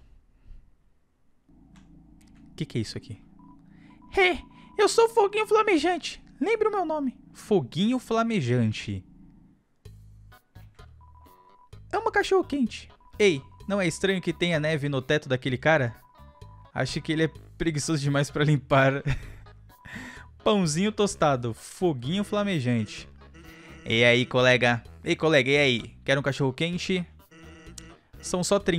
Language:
Portuguese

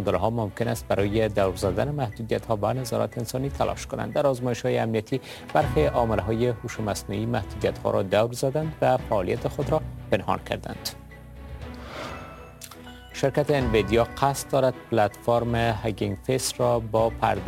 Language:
Persian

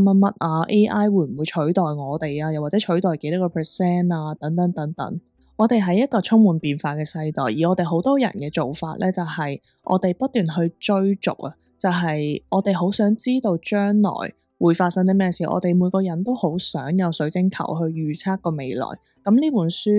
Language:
Cantonese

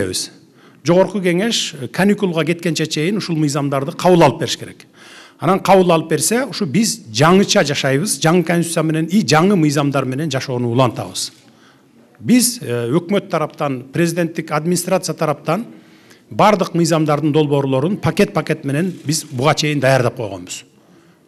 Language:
Kyrgyz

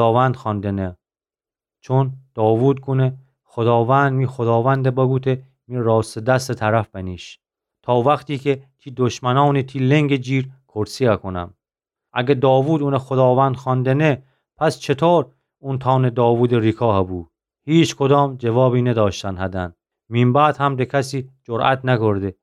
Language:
Gilaki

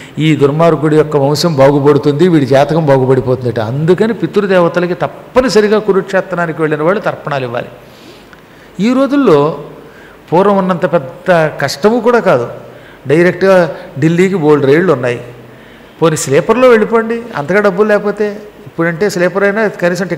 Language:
Telugu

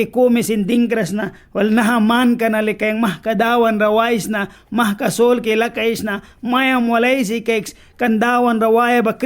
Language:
Mískito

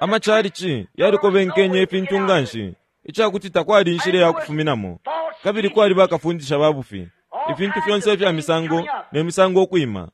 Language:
Bemba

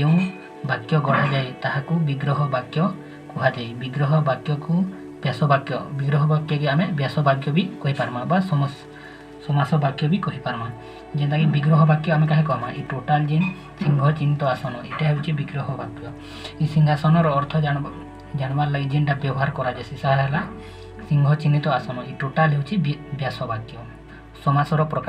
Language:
Sambalpuri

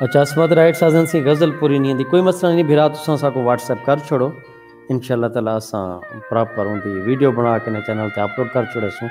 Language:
Saraiki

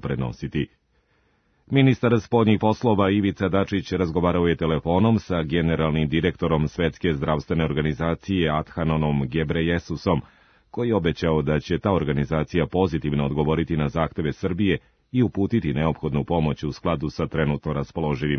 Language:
Serbian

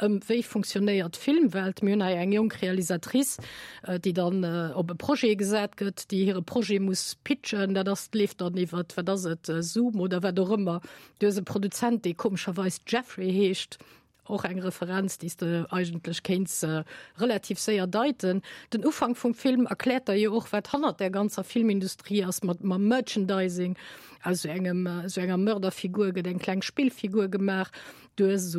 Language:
Luxembourgish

